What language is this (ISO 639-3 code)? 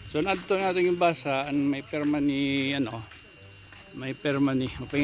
war